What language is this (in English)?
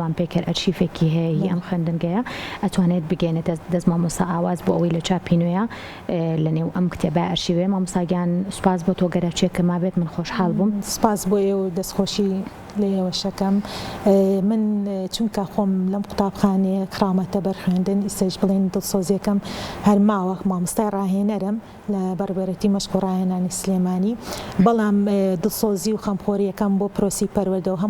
Central Kurdish